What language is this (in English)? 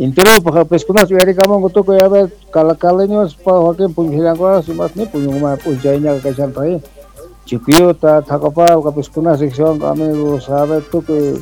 South Bolivian Quechua